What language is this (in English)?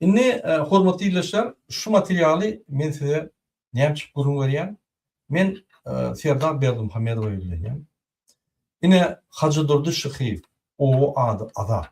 Turkmen